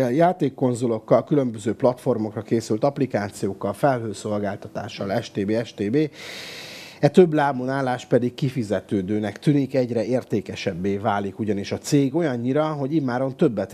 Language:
Hungarian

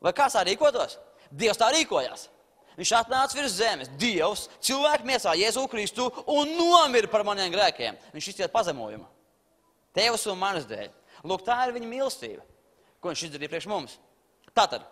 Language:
Latvian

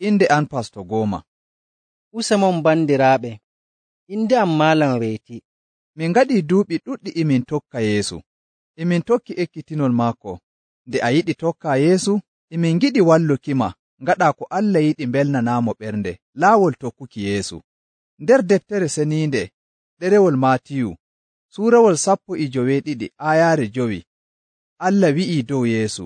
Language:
Nigerian Fulfulde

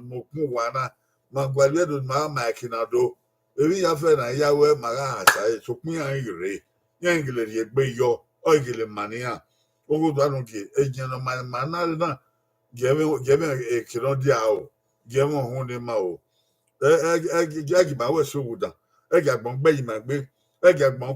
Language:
Bini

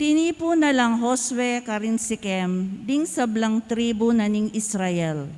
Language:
Pampanga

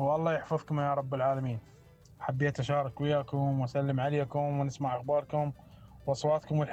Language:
Mesopotamian Arabic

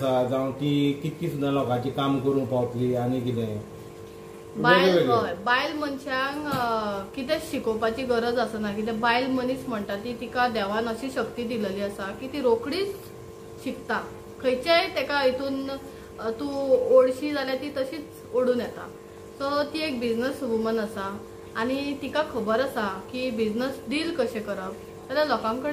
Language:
Konkani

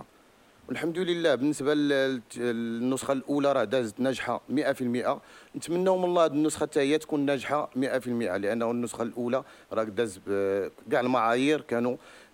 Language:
Moroccan Arabic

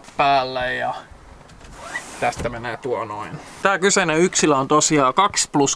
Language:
Finnish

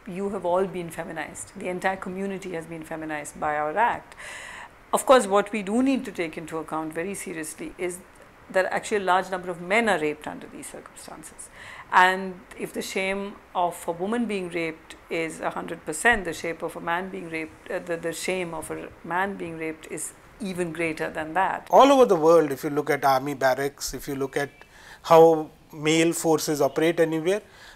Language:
English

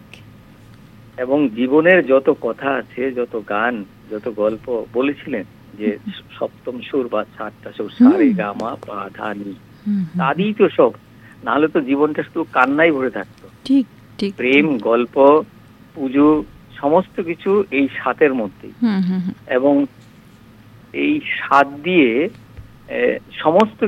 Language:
Bangla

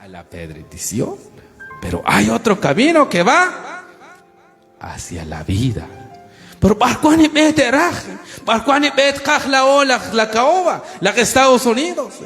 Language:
Kekchí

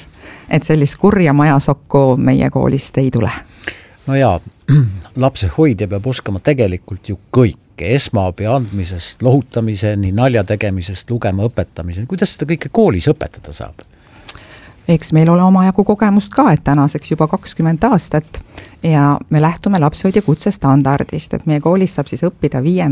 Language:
Estonian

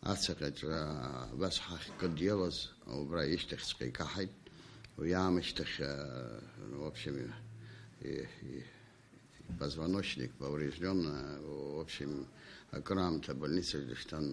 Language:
Abkhazian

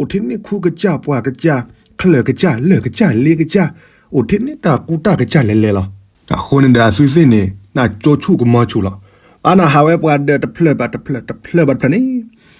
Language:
S'gaw Karen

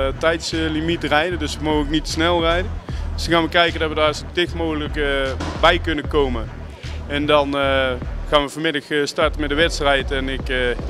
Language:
Dutch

